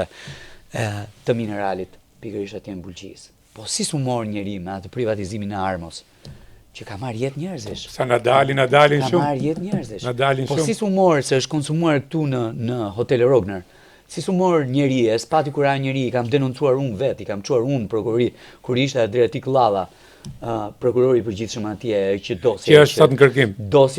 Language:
Albanian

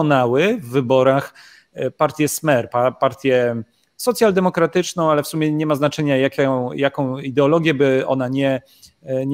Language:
Polish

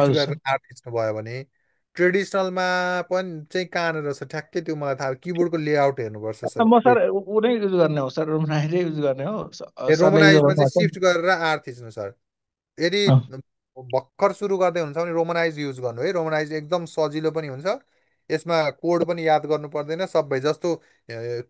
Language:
Nepali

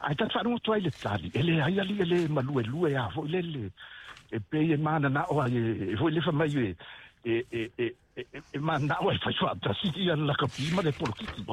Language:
Samoan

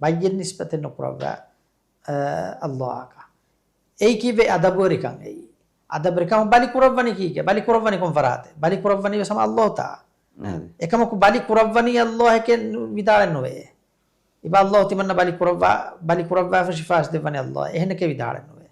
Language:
Divehi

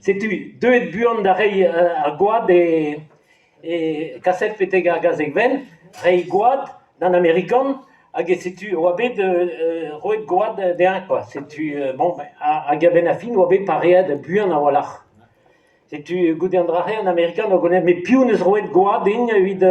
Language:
Breton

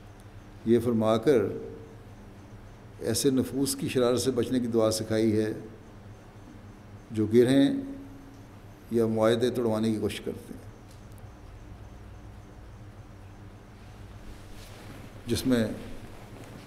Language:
Urdu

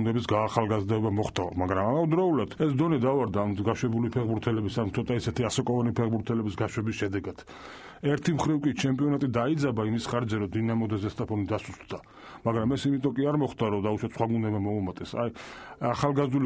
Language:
Georgian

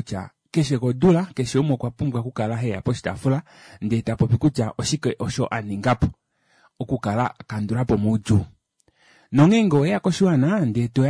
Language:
Kuanyama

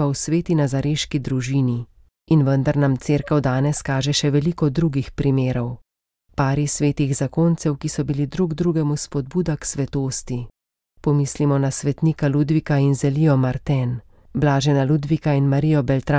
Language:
Slovenian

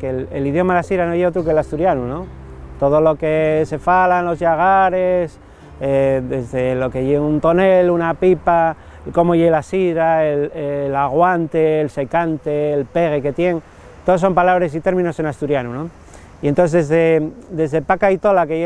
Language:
Asturian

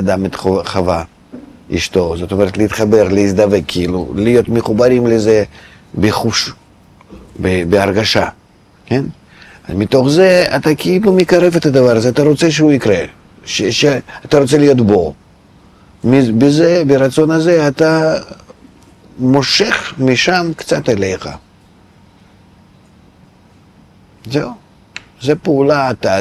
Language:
Hebrew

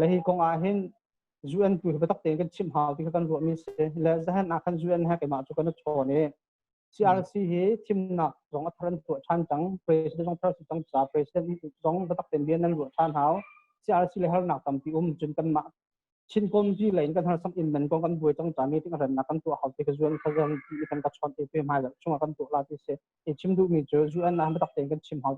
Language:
Hakha Chin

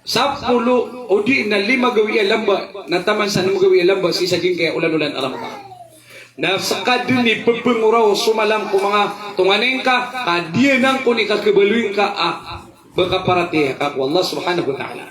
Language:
Maranao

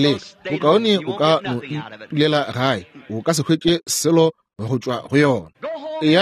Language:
Northern Sotho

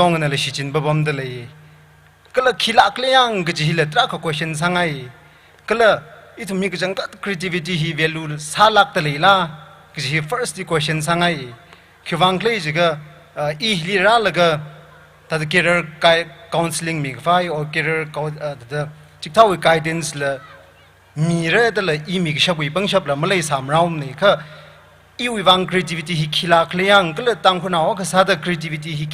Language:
Tangkhul Naga (India)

